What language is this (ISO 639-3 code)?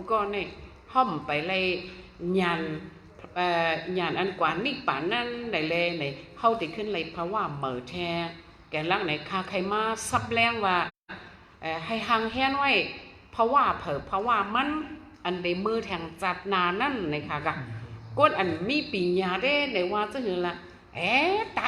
shn